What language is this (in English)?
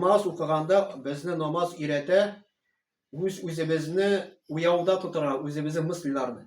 Tatar